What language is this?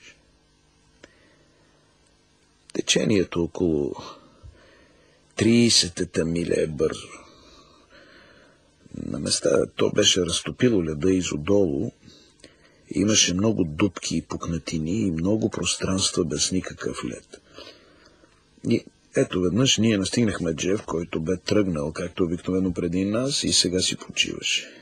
Bulgarian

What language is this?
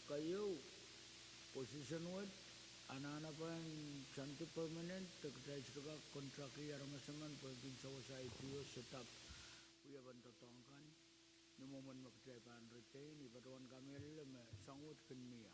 Pohnpeian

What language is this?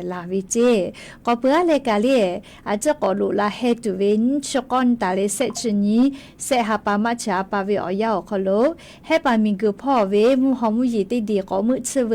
Lahu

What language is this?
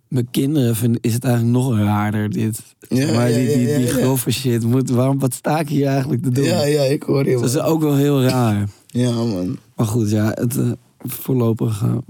Dutch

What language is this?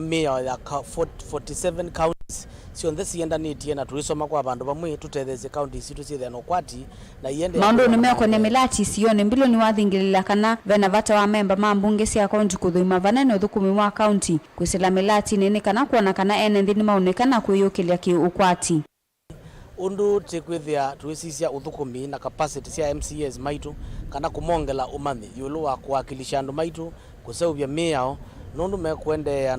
Kamba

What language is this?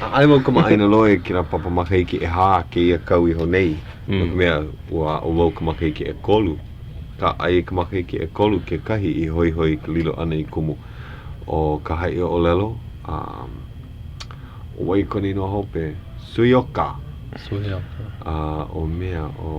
Hawaiian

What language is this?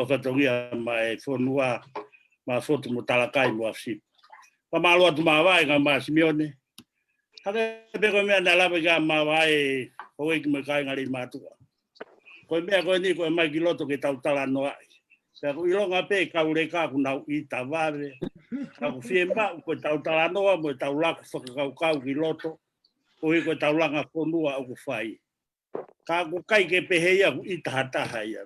Tongan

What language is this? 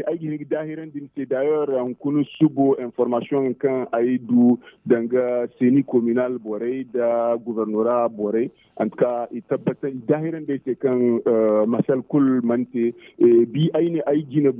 Zarma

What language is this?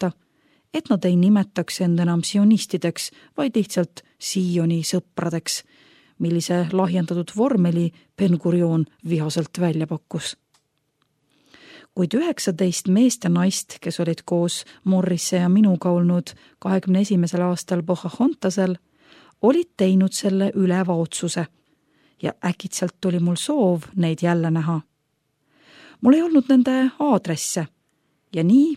Estonian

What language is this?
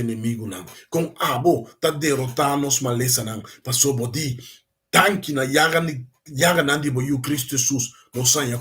Papiamento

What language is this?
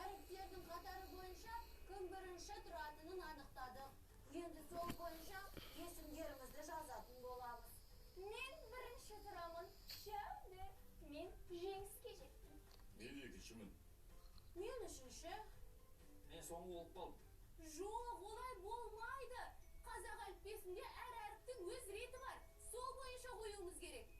Kazakh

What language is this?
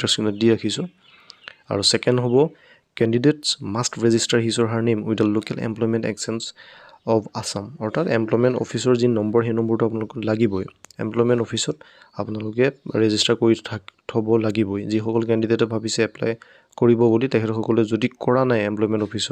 Assamese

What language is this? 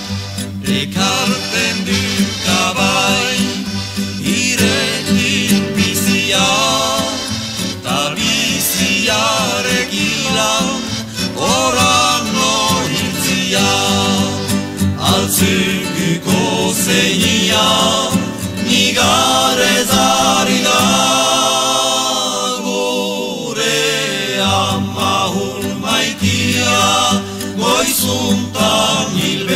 Basque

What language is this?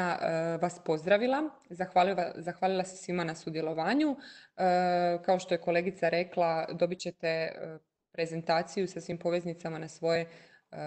Croatian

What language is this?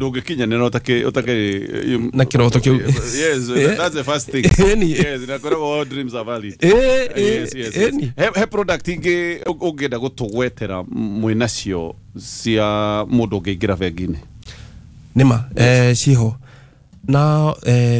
Kikuyu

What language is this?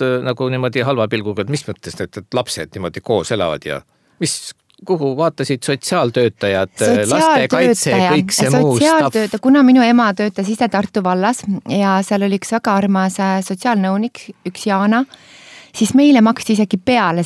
Estonian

